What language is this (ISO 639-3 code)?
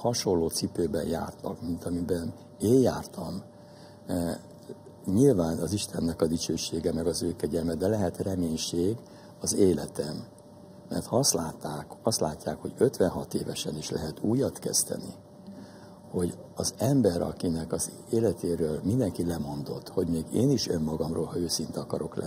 hun